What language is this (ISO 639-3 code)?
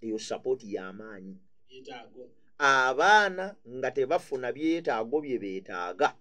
lug